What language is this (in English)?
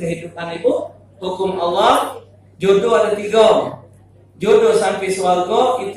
Musi